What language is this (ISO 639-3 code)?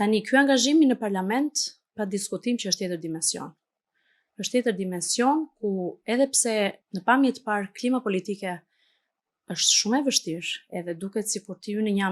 sqi